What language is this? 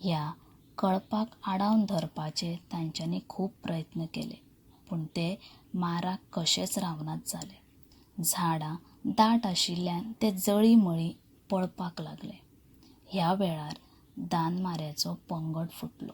Konkani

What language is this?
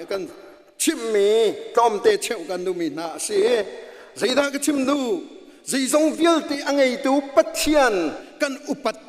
Hakha Chin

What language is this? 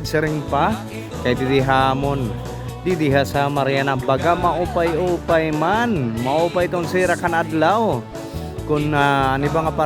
Waray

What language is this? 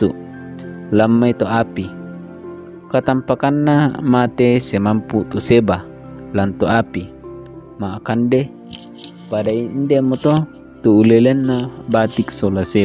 Toraja-Sa'dan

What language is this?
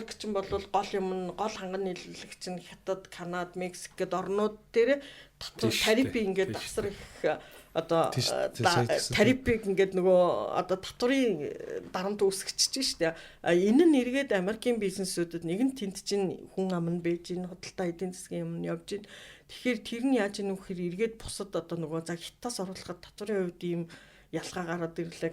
Mongolian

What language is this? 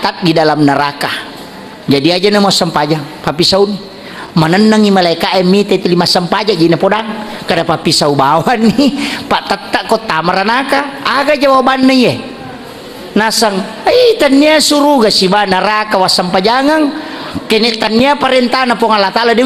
Buginese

